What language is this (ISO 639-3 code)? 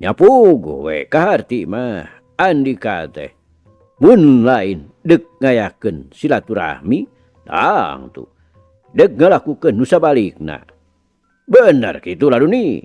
sun